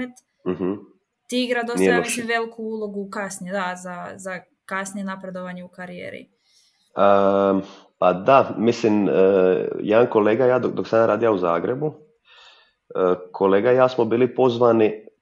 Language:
Croatian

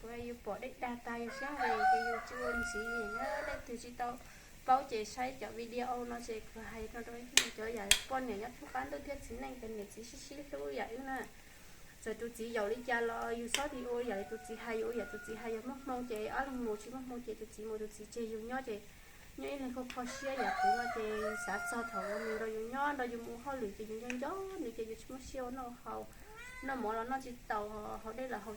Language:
Hmong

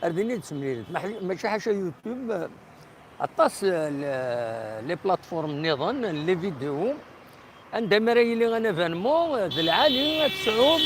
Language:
Kabyle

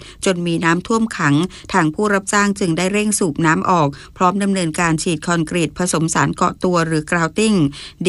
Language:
Thai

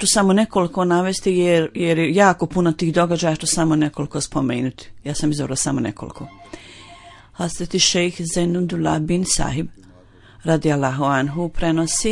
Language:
Bosnian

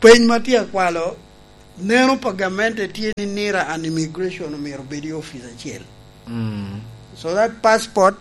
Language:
Lango (Uganda)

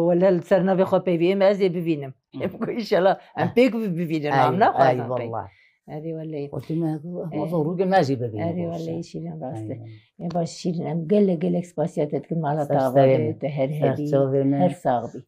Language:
Kurdish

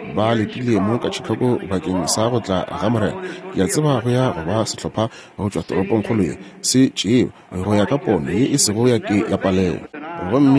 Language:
Northern Sotho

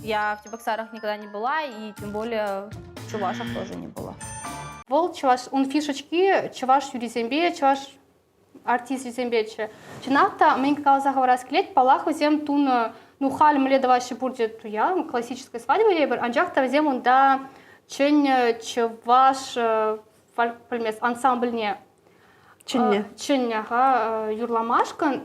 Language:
Chuvash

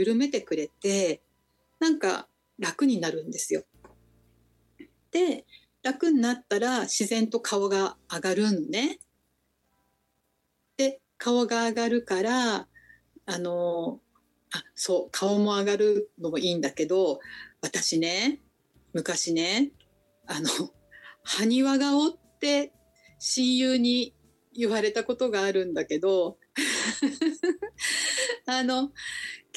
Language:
Japanese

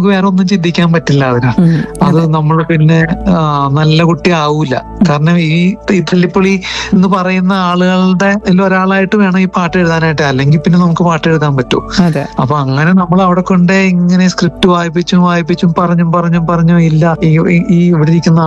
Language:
Malayalam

